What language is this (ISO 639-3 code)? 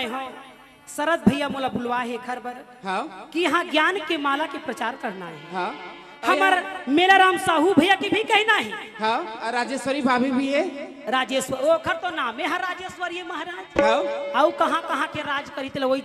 hne